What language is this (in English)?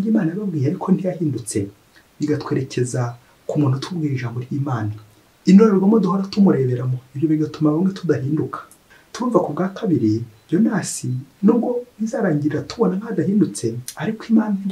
Kinyarwanda